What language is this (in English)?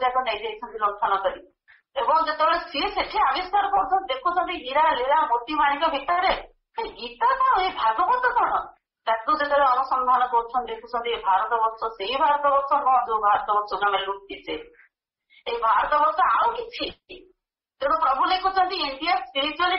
Odia